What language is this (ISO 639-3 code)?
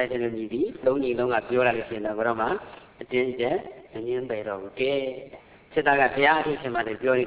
mya